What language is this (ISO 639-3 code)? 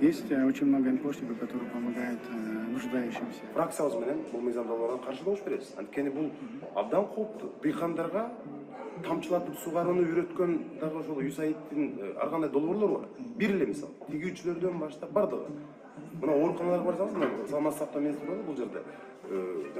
kir